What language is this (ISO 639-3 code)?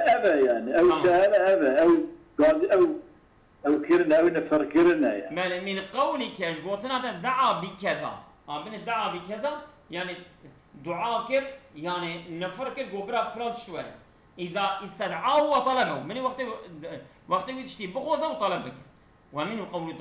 kur